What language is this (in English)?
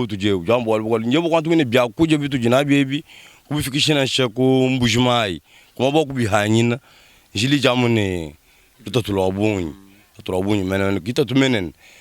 Luba-Lulua